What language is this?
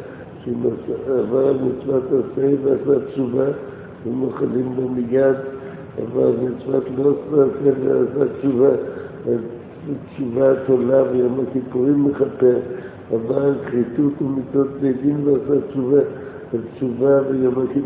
Hebrew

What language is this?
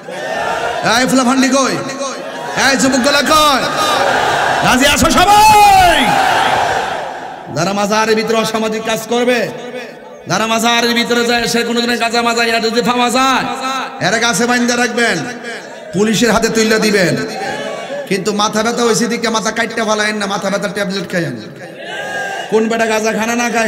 Bangla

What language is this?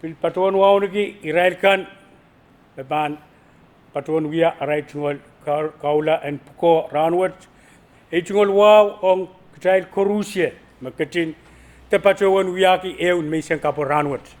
Pohnpeian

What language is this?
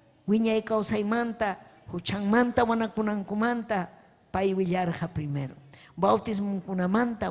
Ayacucho Quechua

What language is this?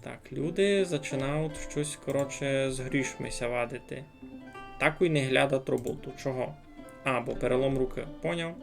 Rusyn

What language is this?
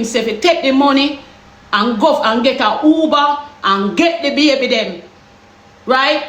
Jamaican Creole English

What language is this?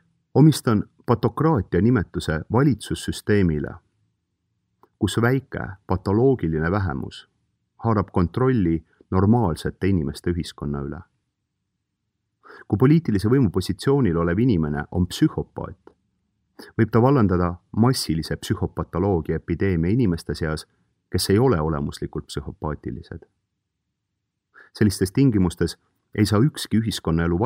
Estonian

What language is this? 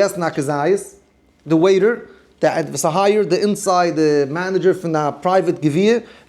Yiddish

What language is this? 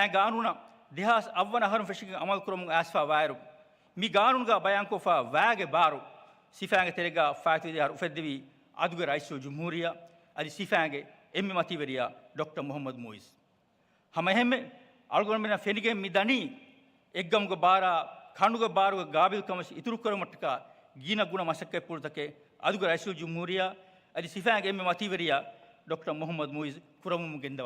Divehi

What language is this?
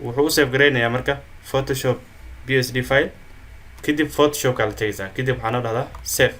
Somali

